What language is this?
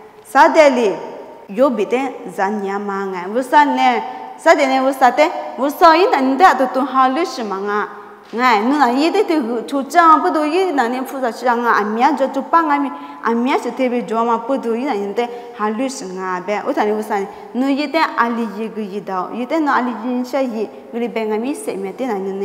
Lisu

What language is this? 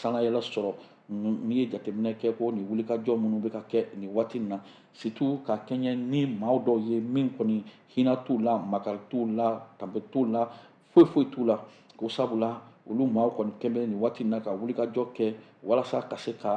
Bambara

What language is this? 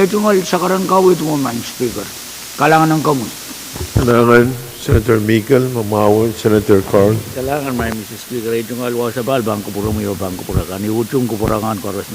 Pohnpeian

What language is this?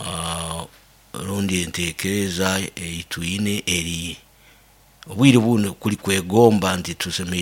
Nyoro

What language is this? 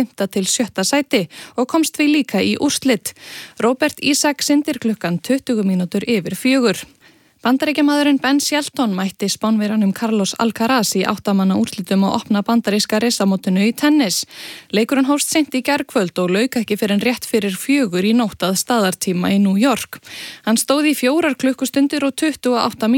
Icelandic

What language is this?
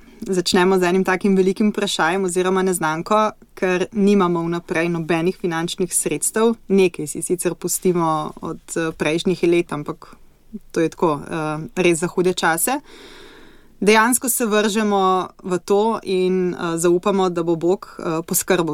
Slovenian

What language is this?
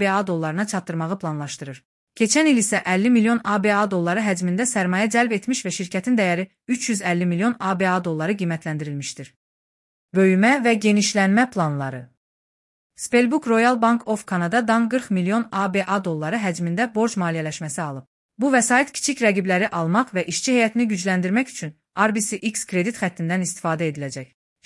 Azerbaijani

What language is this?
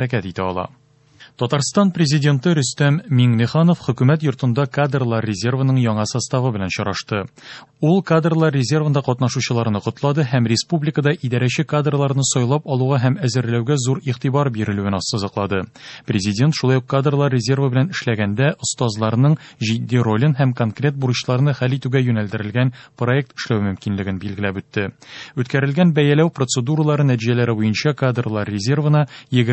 Tatar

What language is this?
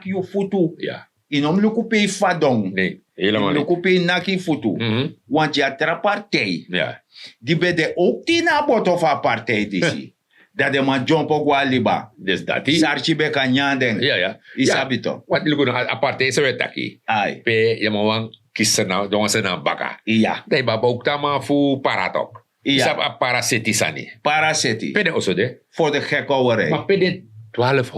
Sranan Tongo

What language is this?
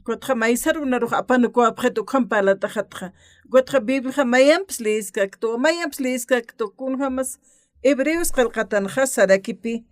Aymara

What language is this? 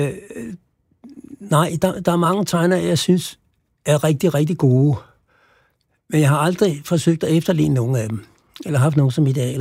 Danish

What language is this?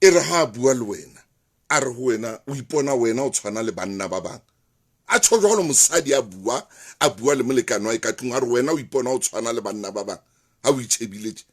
Southern Sotho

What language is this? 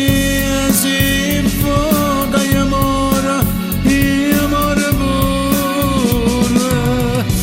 Neapolitan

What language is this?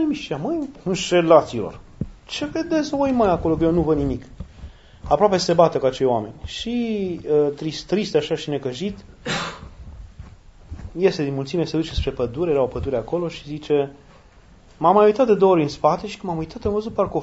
Romanian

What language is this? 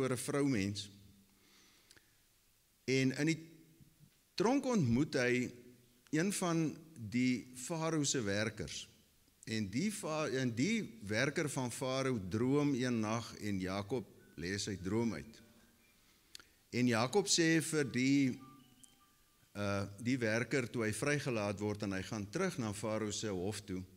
Afrikaans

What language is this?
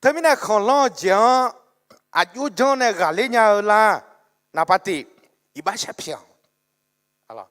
Akha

